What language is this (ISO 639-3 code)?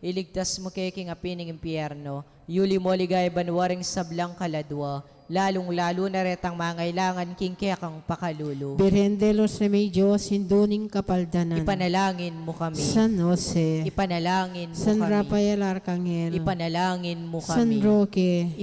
pam